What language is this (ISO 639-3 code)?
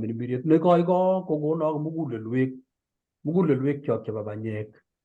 kln